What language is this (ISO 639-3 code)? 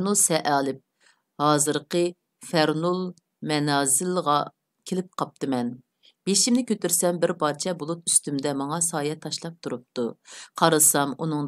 uig